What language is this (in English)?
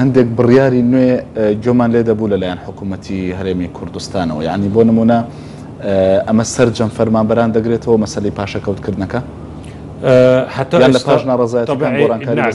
Central Kurdish